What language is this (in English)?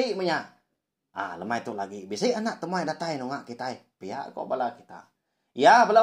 Iban